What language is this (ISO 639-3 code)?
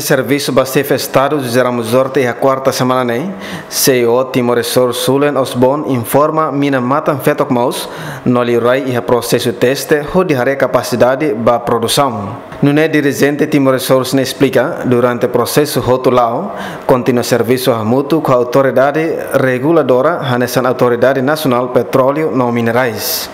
tet